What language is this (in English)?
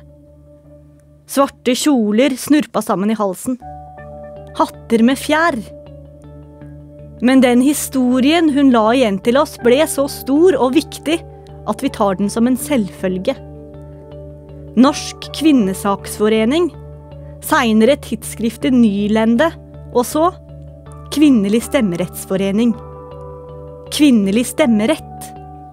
Norwegian